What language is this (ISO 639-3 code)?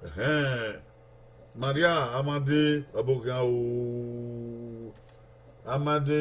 bin